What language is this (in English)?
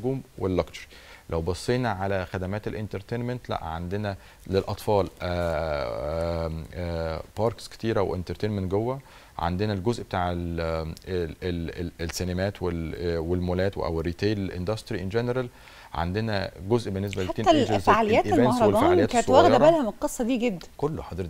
Egyptian Arabic